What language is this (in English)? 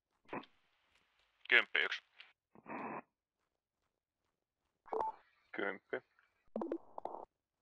Finnish